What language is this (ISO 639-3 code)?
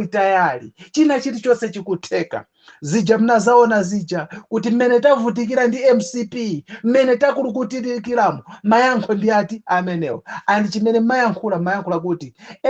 nya